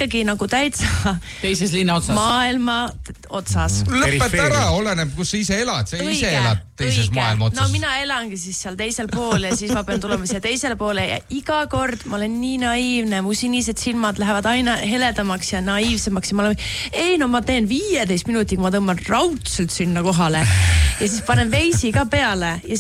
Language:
Estonian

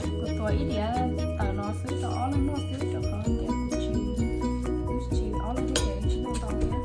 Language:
Hmong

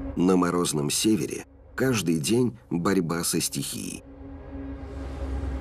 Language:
Russian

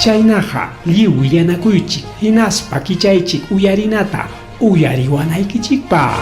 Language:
Ayacucho Quechua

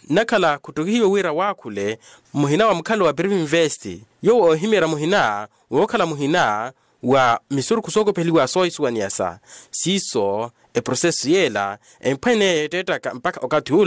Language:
Makhuwa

